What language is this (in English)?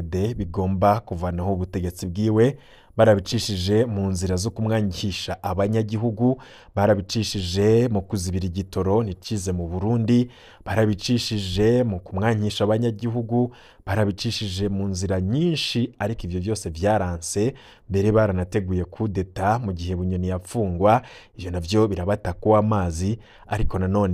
Rundi